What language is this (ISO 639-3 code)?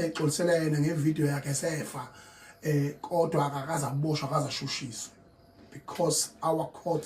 zul